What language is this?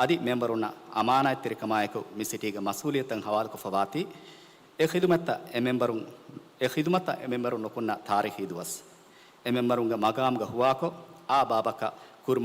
Divehi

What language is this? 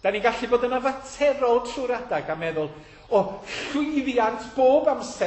Welsh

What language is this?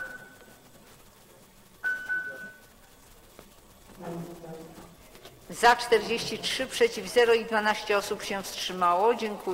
Polish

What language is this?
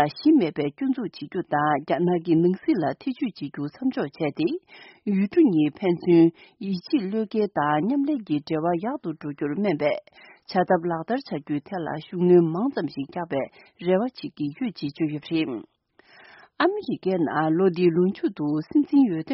Tibetan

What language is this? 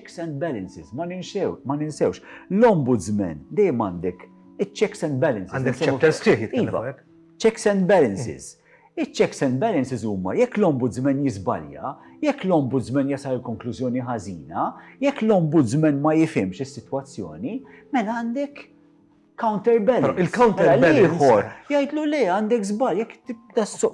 Maltese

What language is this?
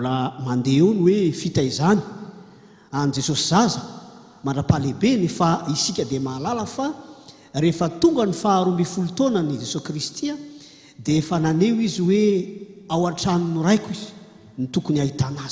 Malagasy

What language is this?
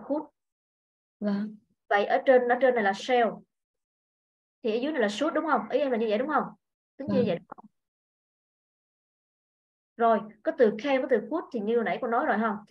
Vietnamese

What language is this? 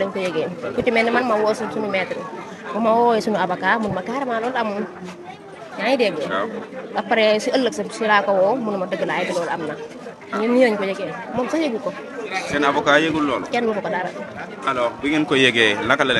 Wolof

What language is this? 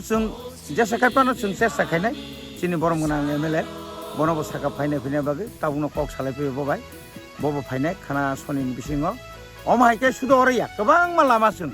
Kok Borok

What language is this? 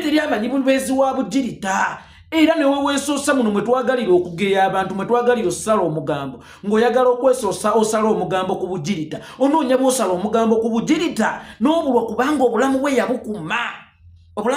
Ganda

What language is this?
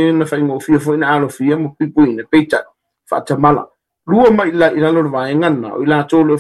Samoan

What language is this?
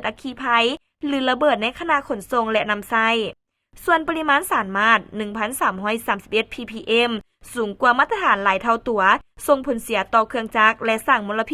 Lao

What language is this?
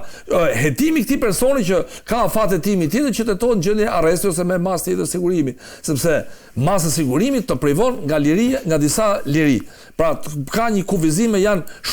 Albanian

